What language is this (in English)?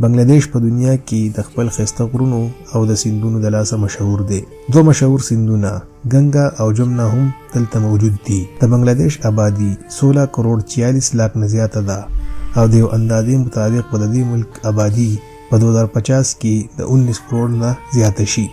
Pashto